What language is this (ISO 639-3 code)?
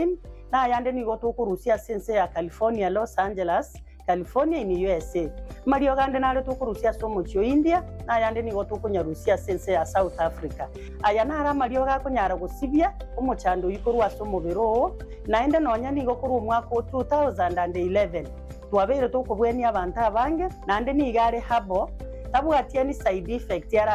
guz